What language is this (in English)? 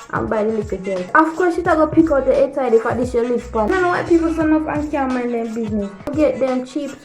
Jamaican Creole English